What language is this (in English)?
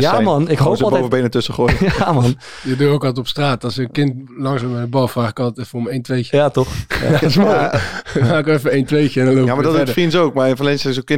Dutch